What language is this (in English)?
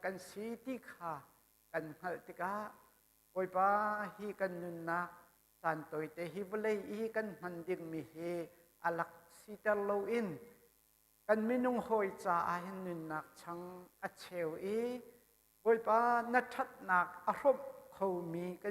Hakha Chin